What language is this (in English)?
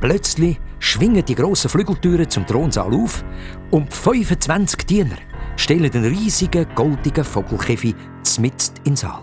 Swiss German